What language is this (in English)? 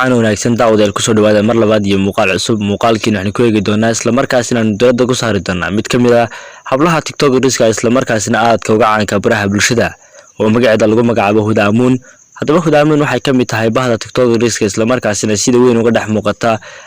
Somali